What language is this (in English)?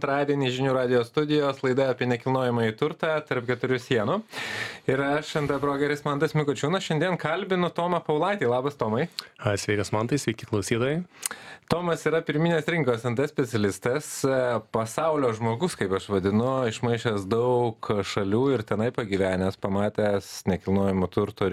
Lithuanian